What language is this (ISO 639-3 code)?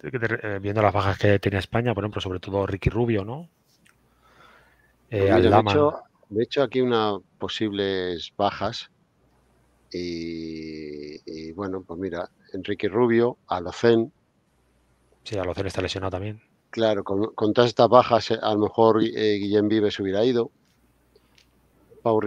spa